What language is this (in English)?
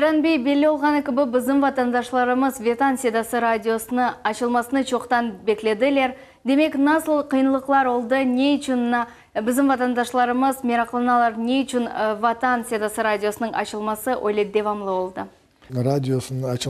Crimean Tatar